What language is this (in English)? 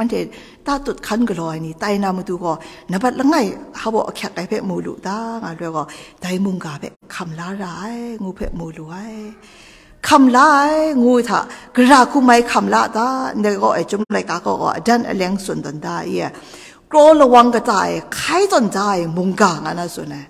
Kachin